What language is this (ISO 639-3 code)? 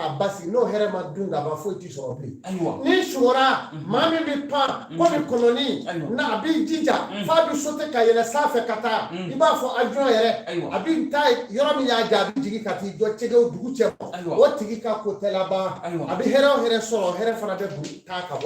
bam